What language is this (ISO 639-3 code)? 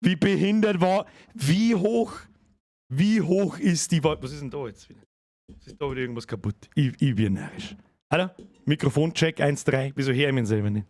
bar